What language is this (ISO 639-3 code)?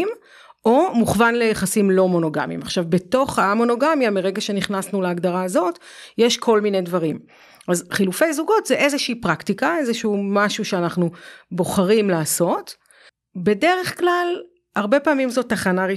heb